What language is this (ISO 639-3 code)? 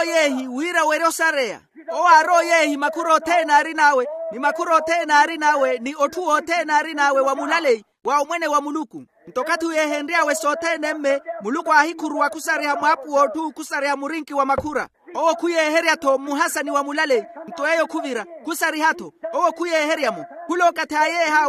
vmw